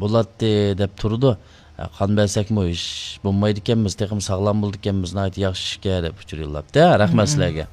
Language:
Uyghur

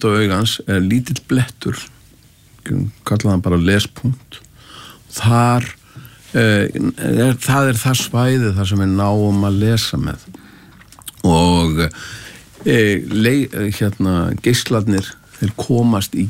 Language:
Icelandic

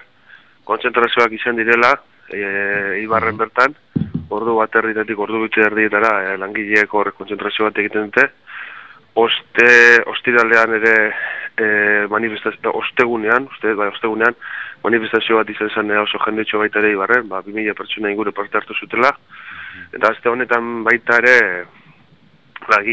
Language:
Basque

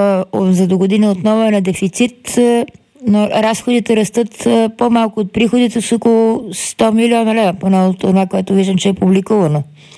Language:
Bulgarian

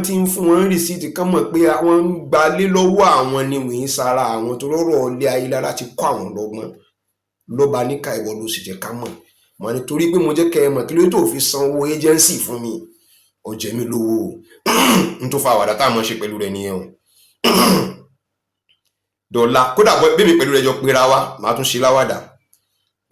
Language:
Yoruba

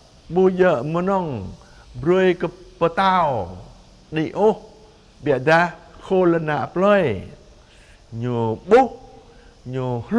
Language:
Jarai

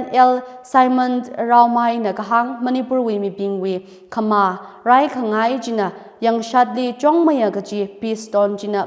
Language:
Tangkhul Naga (India)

